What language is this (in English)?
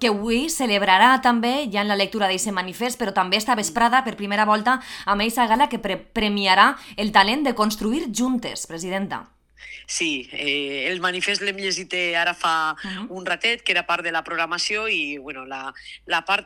Catalan